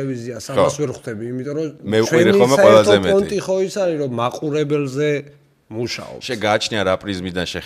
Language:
Georgian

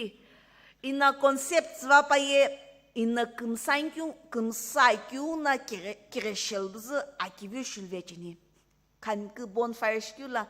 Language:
Sumi Naga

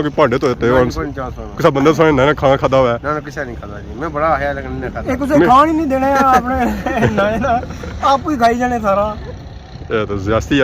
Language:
Pahari-Potwari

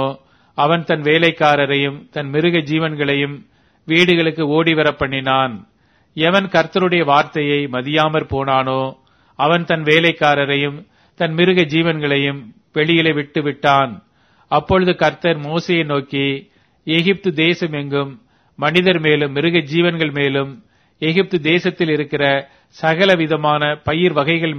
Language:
Tamil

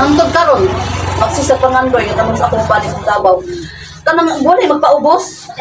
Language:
Cebuano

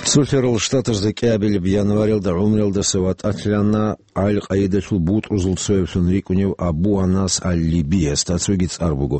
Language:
Avaric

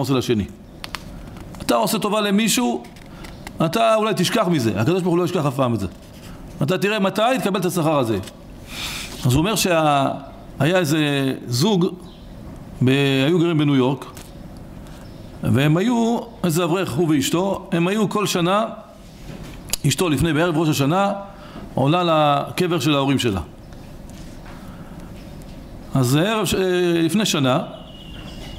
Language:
Hebrew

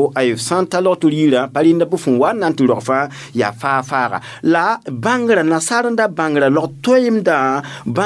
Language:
Mossi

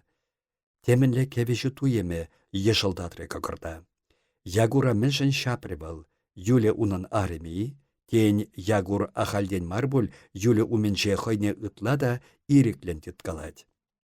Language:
Chuvash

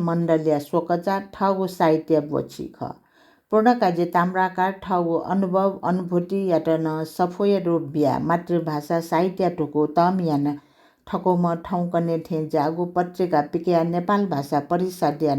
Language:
Newari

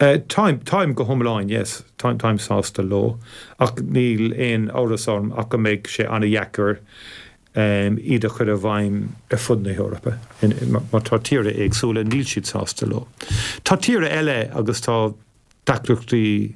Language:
Irish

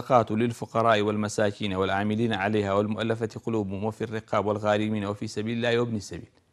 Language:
Central Kurdish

